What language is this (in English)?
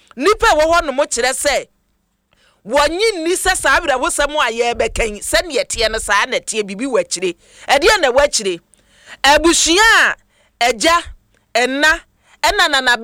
Akan